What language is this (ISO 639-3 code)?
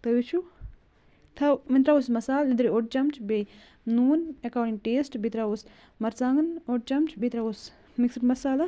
kas